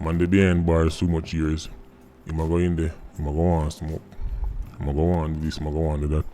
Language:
Jamaican Creole English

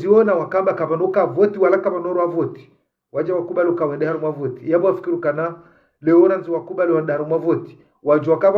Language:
Ngazidja Comorian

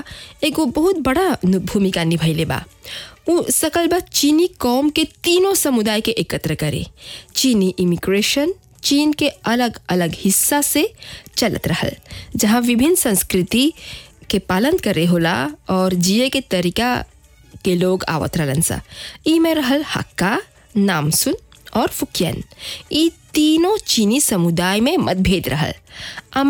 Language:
Bhojpuri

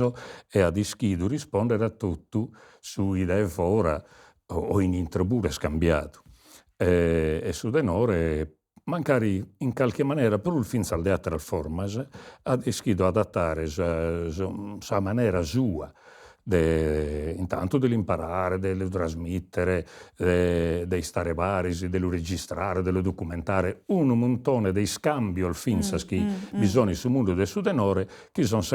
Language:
Sardinian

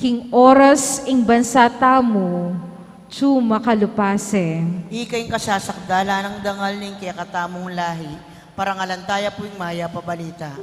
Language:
Pampanga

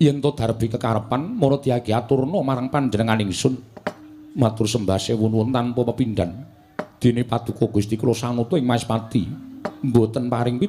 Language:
Javanese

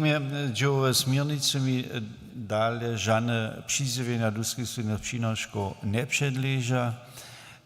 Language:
Upper Sorbian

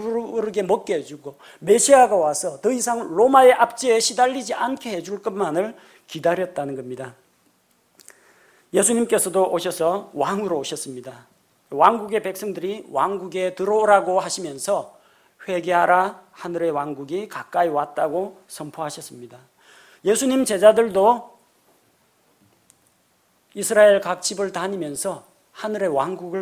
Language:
Korean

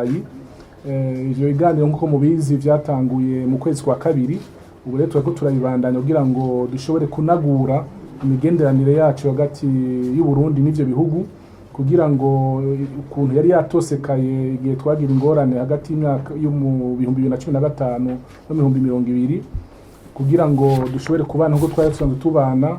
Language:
Rundi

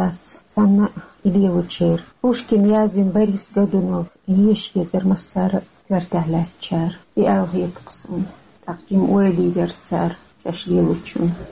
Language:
Chechen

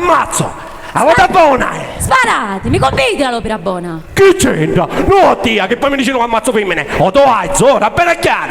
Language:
Sicilian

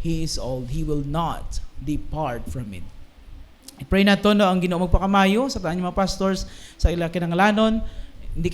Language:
Hiligaynon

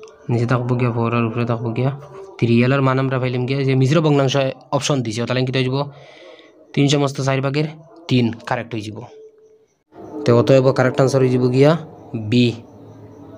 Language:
Bangla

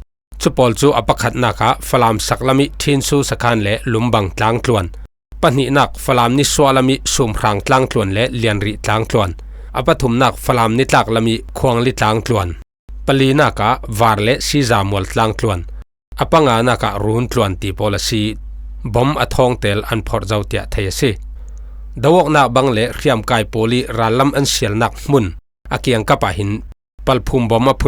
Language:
Falam Chin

